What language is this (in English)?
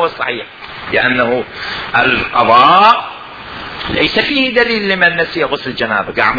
Mesopotamian Arabic